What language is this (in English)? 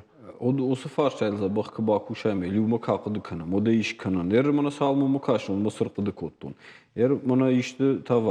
Ossetic